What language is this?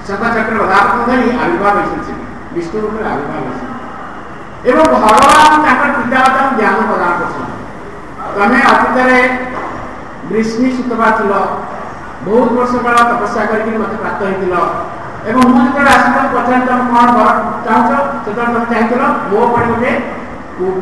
Odia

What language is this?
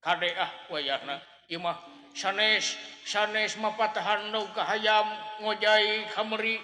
Sundanese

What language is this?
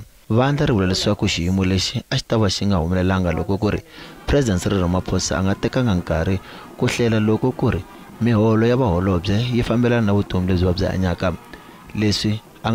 Tsonga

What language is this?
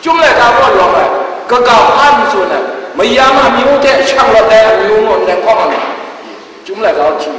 Kachin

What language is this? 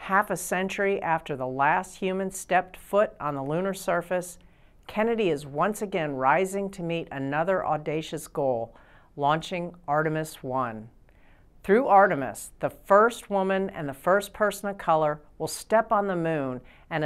English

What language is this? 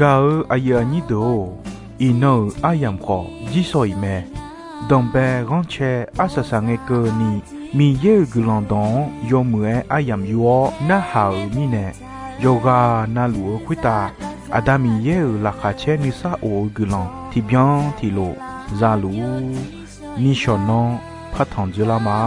Akha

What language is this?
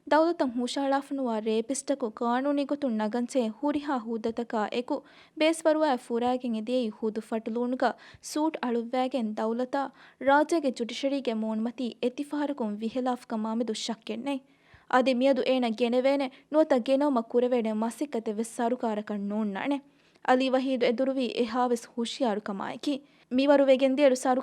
Divehi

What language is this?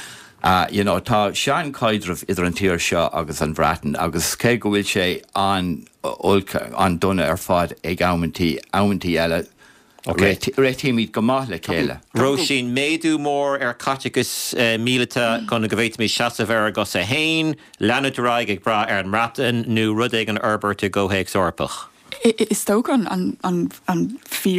Irish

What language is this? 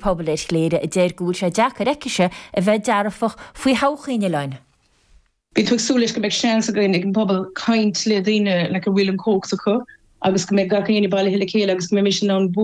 Irish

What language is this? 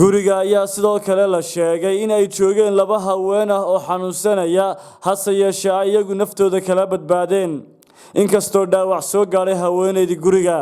Somali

